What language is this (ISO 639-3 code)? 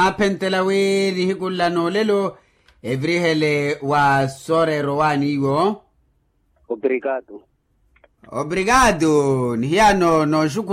vmw